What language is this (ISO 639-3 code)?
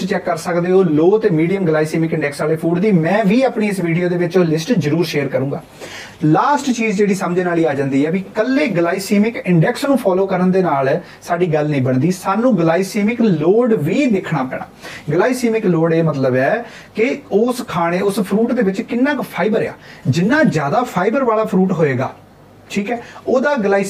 pan